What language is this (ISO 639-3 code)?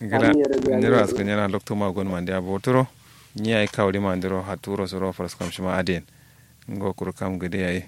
kau